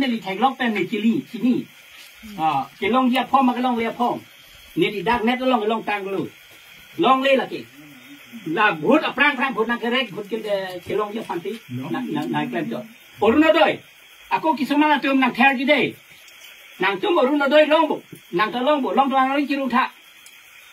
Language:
Karbi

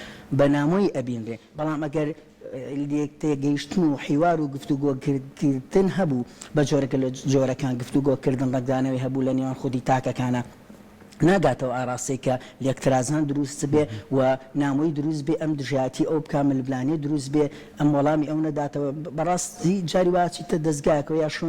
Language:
Central Kurdish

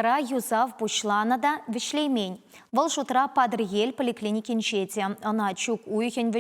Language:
Chuvash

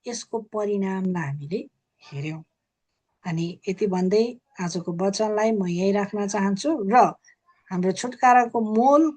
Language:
Nepali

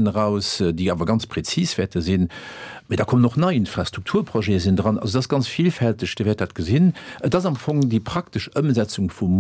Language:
Luxembourgish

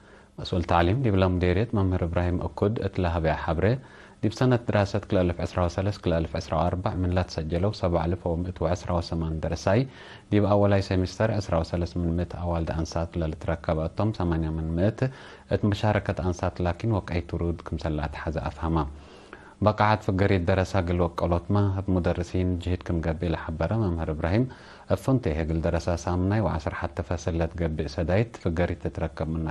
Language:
Tigre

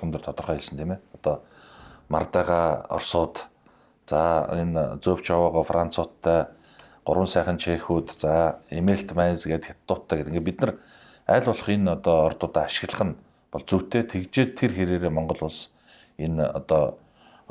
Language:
Mongolian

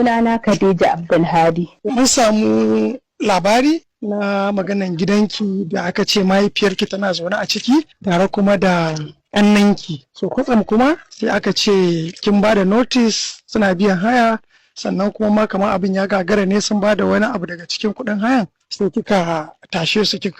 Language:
Hausa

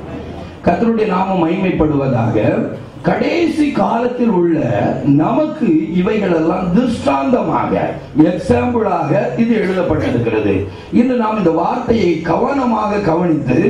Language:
Tamil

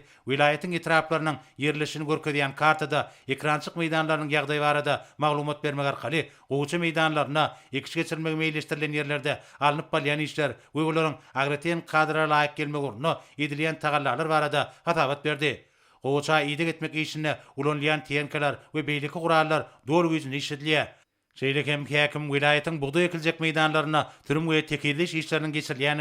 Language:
Turkmen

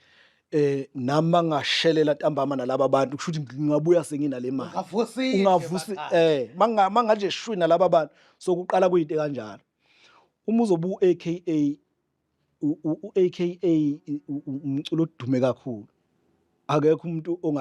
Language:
Zulu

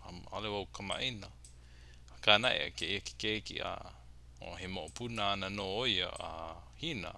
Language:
Hawaiian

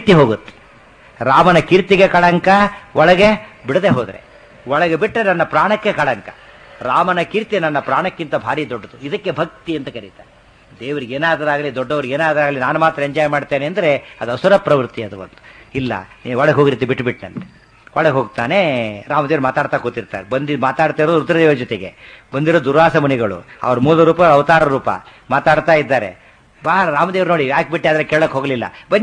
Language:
Kannada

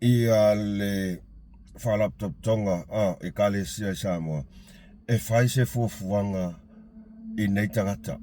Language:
Samoan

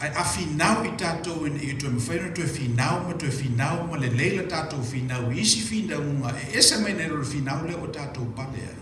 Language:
Samoan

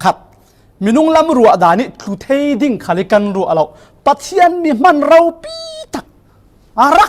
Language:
Falam Chin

